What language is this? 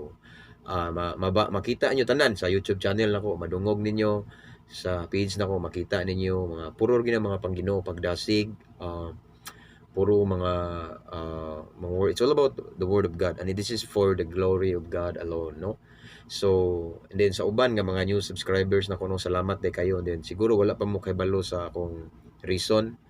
Cebuano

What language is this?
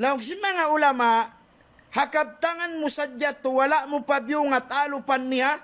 Tausug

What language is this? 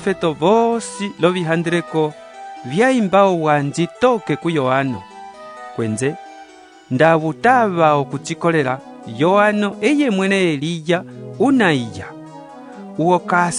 Umbundu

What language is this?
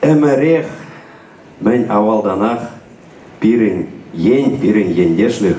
Chuvash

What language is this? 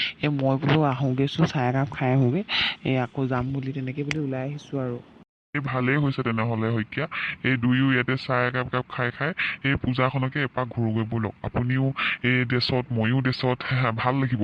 Assamese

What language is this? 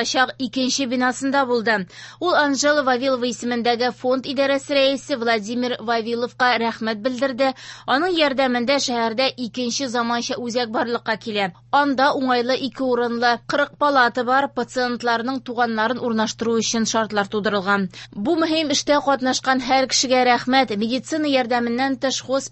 Tatar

